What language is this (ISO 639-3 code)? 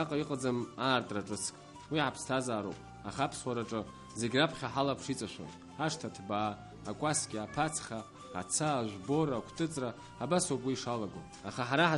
abk